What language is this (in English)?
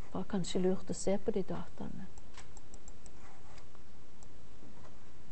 Norwegian